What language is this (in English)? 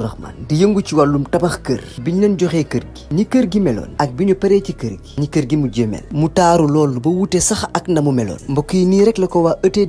Wolof